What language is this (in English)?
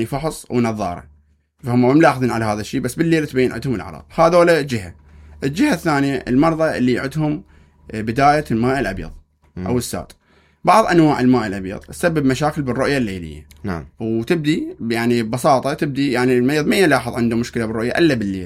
Mesopotamian Arabic